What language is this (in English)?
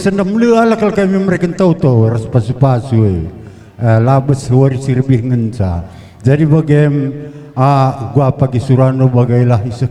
Batak Karo